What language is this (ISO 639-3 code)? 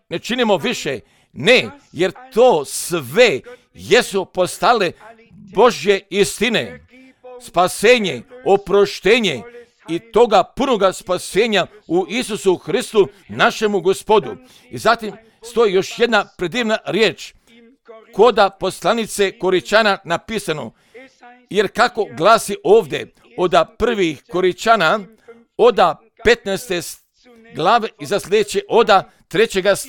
hrv